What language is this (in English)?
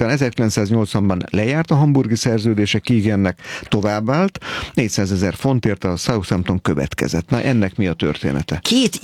Hungarian